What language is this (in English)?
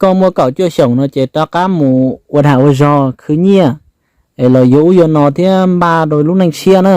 Hmong